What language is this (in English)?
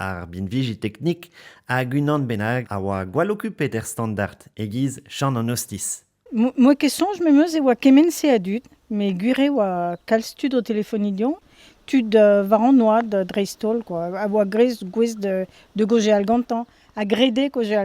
Breton